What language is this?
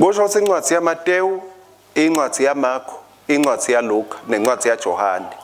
Swati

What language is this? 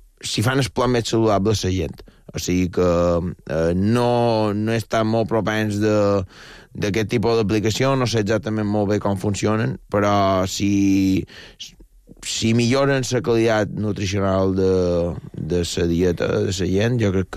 Catalan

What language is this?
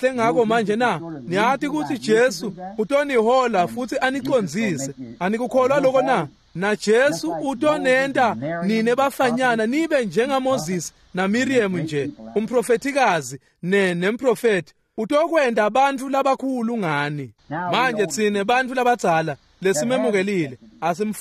Swati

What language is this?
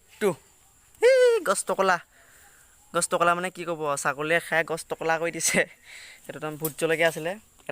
Assamese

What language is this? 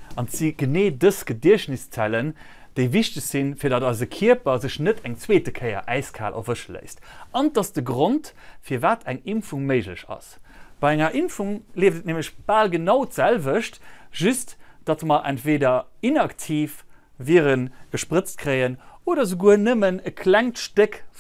Luxembourgish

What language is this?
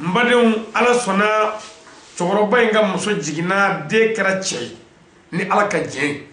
Bambara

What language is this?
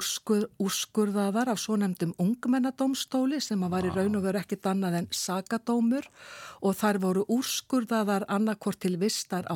Icelandic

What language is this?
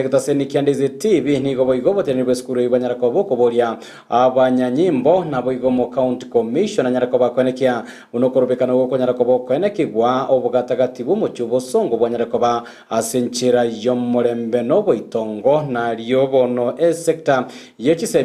Gusii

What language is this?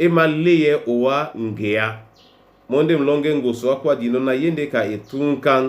Duala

